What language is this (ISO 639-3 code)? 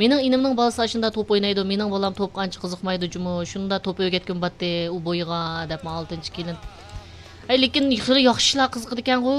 uig